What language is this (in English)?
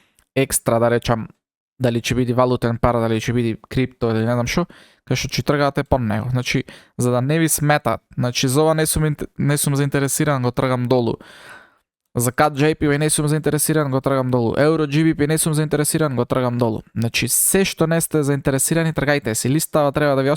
Macedonian